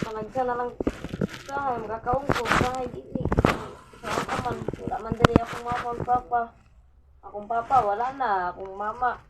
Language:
Cebuano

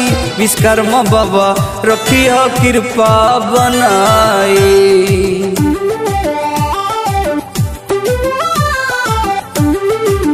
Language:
Bhojpuri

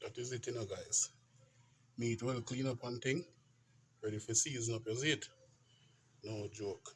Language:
Jamaican Creole English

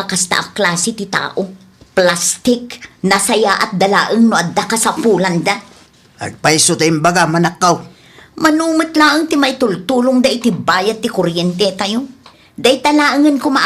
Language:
Iloko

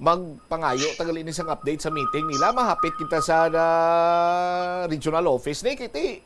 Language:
Hiligaynon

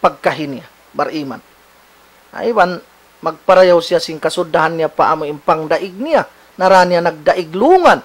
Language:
Tausug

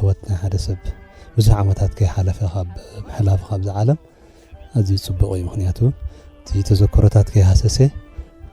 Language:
Tigrinya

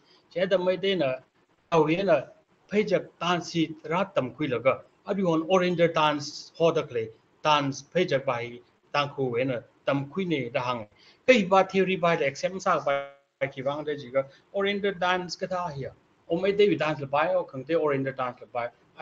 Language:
Tangkhul Naga (India)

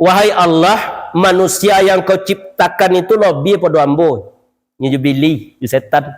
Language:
Minangkabau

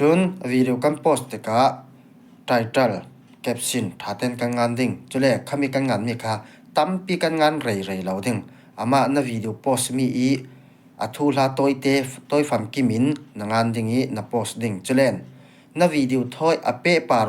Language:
Falam Chin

